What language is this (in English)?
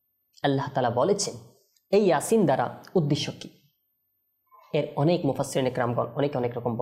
Bangla